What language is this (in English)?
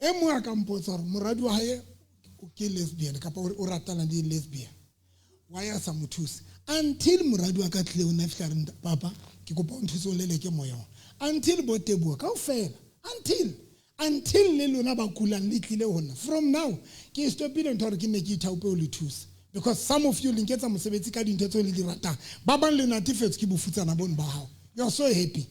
Southern Sotho